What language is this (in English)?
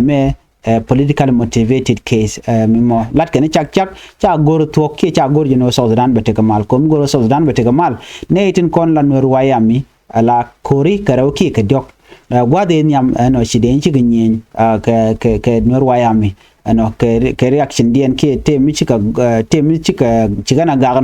Nuer